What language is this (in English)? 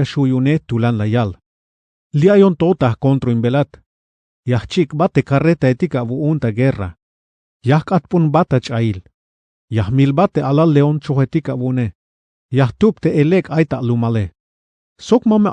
Tzeltal